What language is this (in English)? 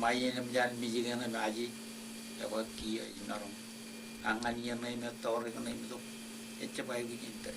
Marshallese